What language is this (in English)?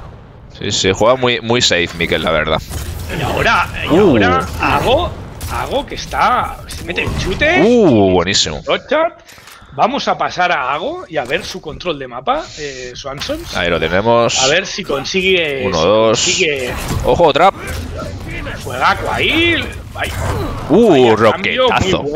Spanish